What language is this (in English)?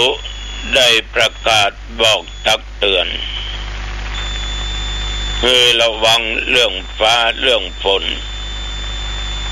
Thai